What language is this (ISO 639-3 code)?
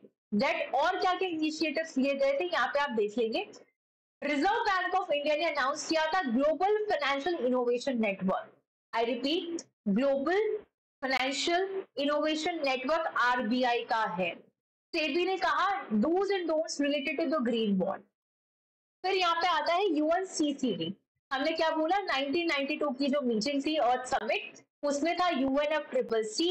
hin